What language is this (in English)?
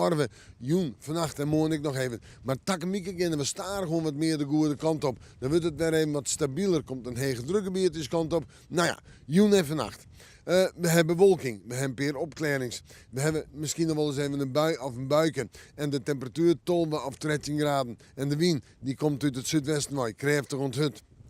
Western Frisian